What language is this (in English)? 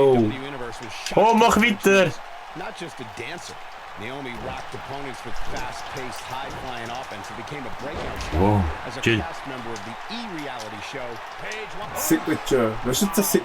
Swiss German